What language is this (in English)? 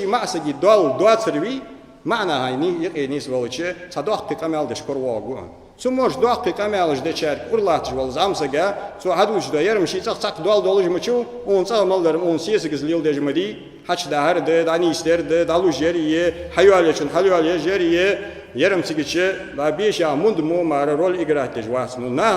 Ingush